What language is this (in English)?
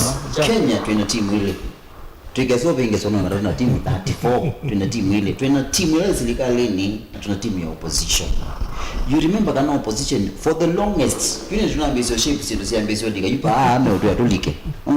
Kamba